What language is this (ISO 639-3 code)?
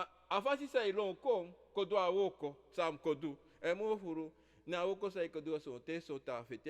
srn